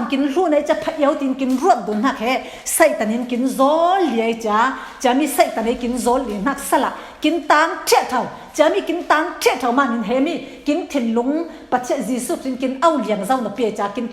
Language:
Falam Chin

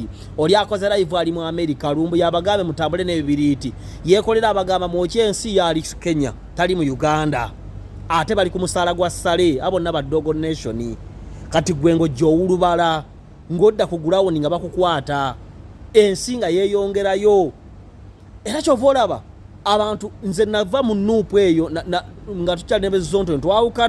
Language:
Ganda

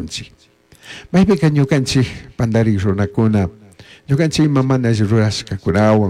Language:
Chimborazo Highland Quichua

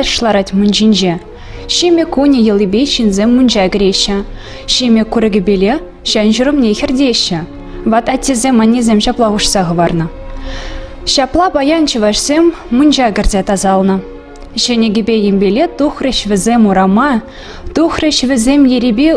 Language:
Chuvash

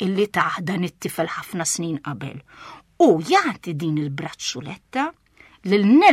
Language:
Maltese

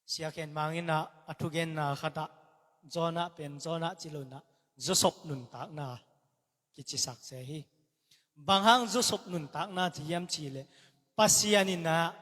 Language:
Tedim Chin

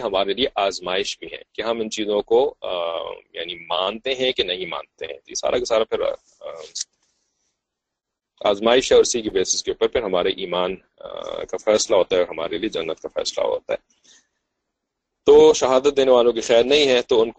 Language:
Urdu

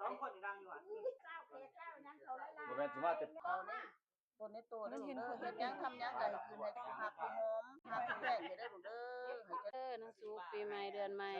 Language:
Lao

